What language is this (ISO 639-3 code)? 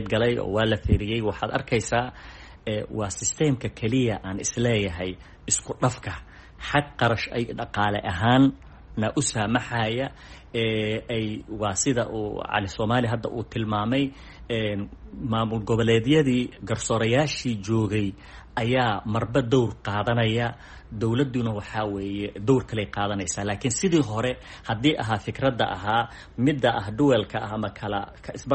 som